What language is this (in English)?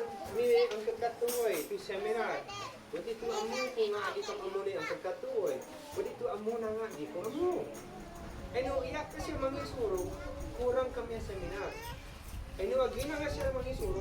Isnag